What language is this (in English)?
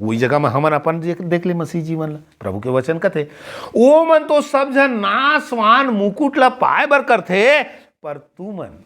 Chhattisgarhi